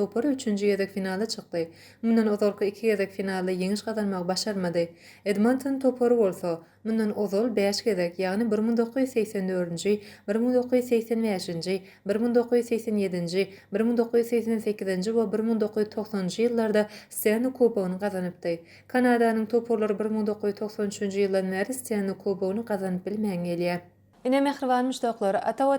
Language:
Turkmen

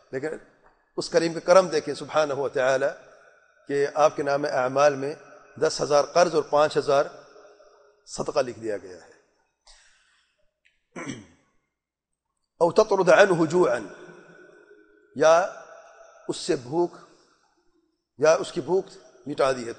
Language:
Urdu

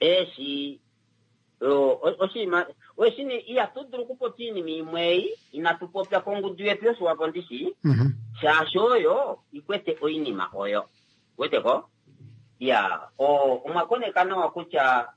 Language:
Kuanyama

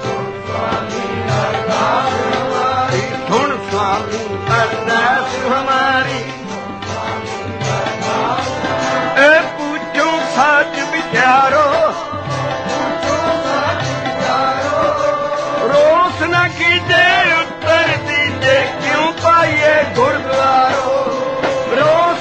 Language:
Punjabi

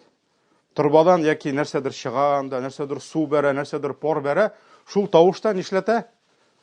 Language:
Tatar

